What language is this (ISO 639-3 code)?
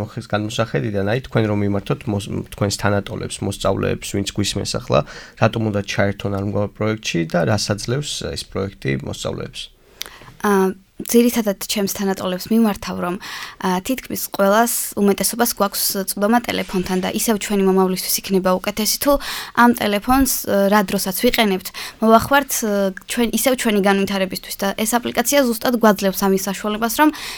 kat